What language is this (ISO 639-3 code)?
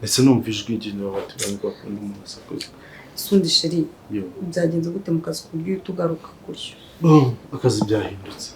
kin